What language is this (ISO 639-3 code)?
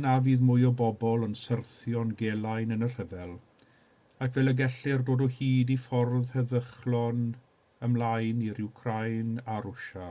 cym